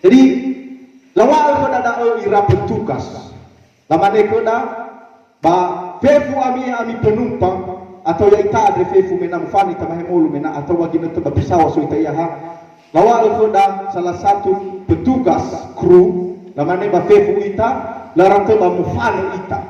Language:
Nias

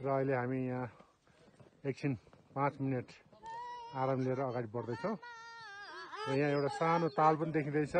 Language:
Nepali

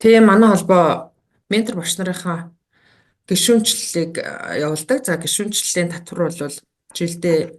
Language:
Mongolian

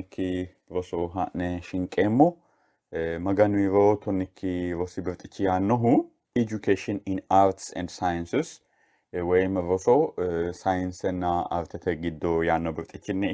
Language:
Sidamo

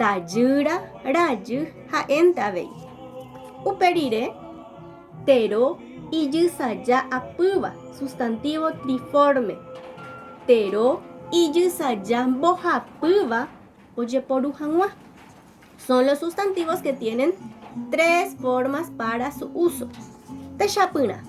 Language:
Guarani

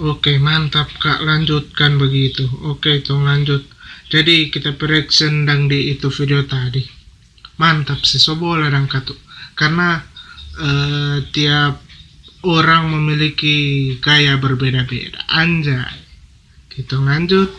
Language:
Manado Malay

